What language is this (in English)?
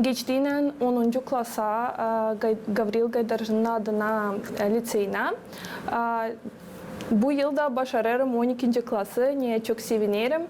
Gagauz